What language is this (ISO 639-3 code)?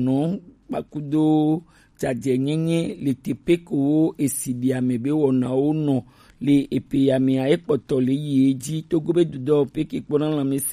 gej